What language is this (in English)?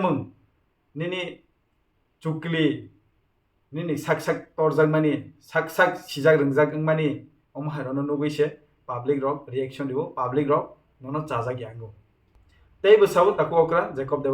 Kok Borok